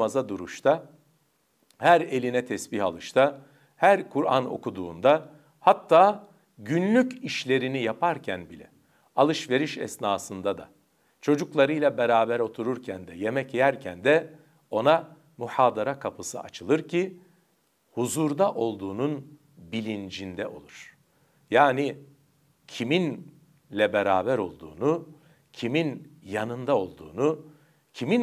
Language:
Turkish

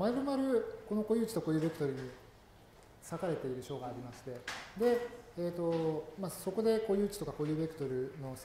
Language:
Japanese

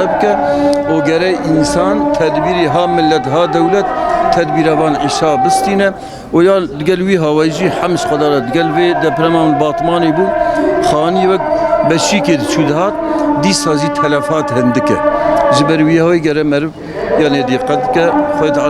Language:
Kurdish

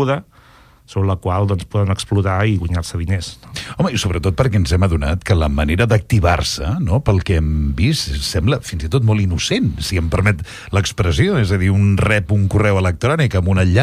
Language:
Catalan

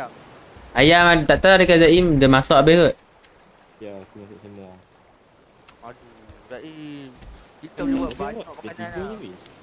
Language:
Malay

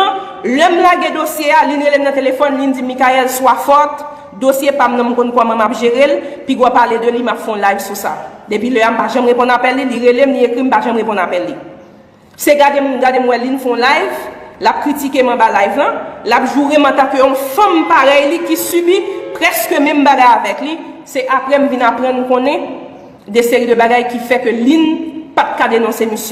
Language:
Haitian Creole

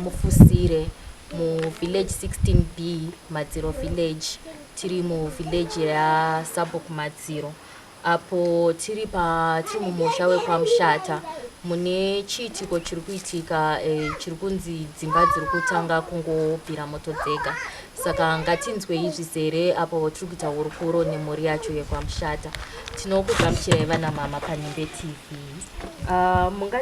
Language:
Shona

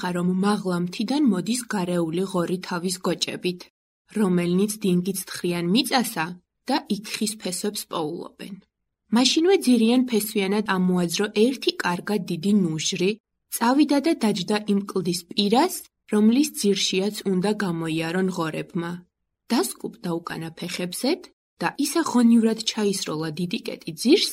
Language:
Georgian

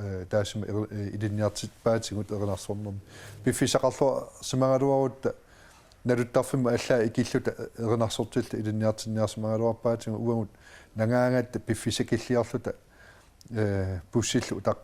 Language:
Kalaallisut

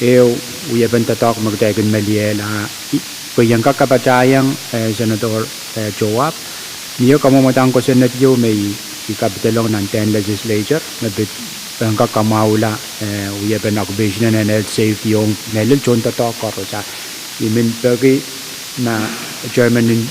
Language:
Pohnpeian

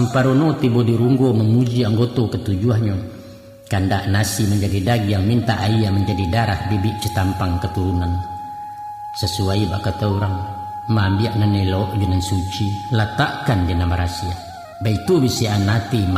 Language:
Minangkabau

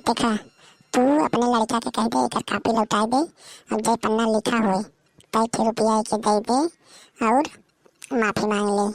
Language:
Awadhi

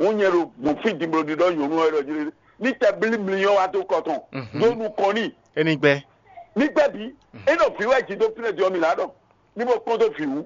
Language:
Fon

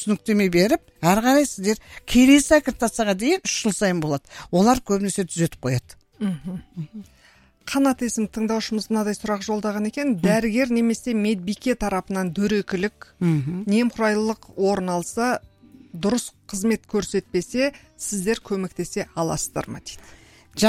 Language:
Kazakh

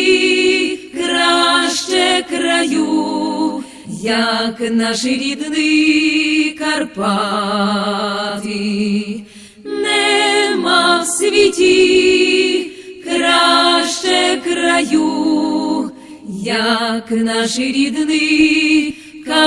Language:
Rusyn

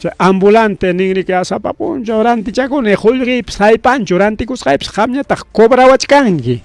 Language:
Ayacucho Quechua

